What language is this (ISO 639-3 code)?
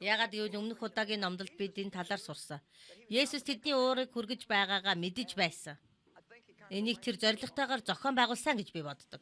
mon